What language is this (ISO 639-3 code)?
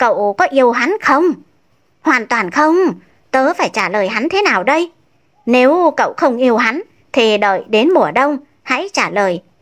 vie